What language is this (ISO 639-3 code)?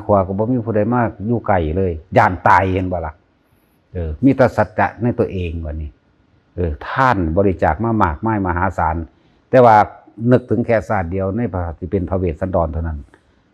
tts